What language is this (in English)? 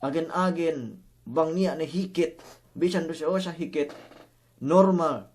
Yakan